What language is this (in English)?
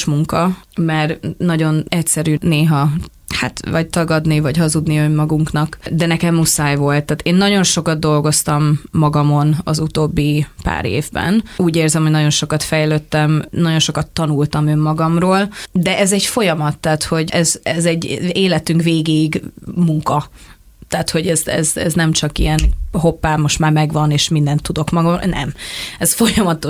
Hungarian